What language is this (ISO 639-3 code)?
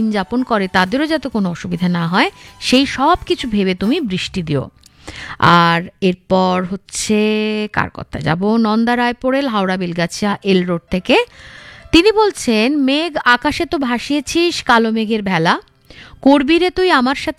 ben